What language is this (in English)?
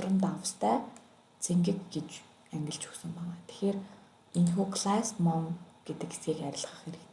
Mongolian